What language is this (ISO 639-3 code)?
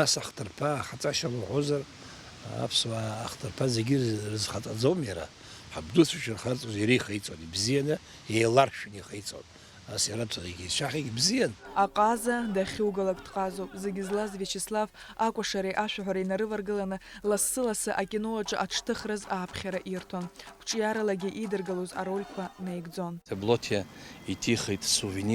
abk